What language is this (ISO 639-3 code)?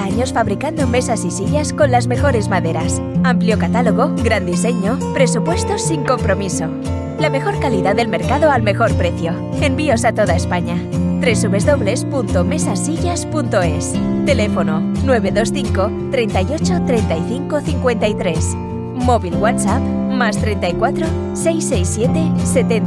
spa